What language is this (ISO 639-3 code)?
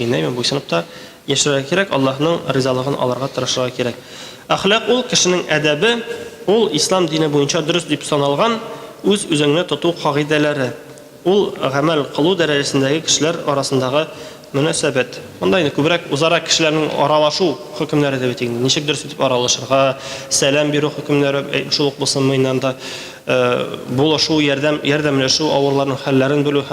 tat